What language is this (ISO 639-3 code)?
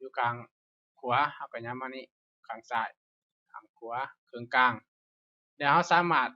lao